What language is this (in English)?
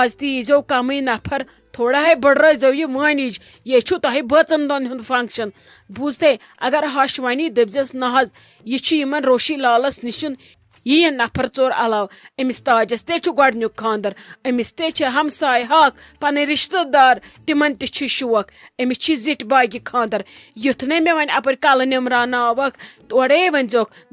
Kashmiri